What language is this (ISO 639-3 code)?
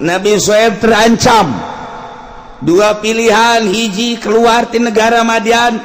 sun